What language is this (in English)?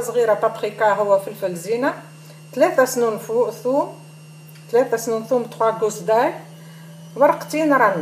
Tunisian Arabic